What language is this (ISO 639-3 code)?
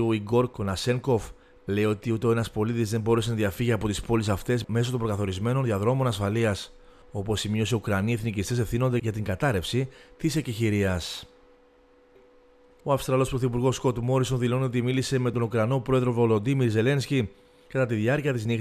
ell